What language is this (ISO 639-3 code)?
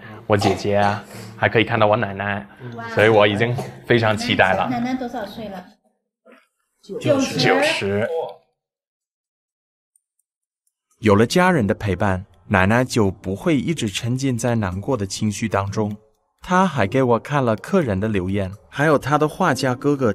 zho